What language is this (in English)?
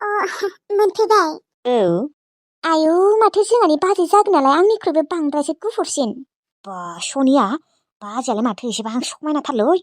Bodo